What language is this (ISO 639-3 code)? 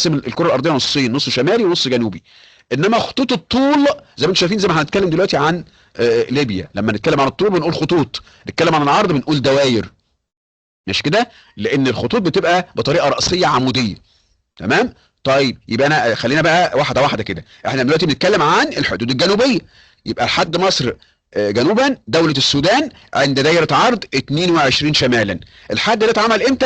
arz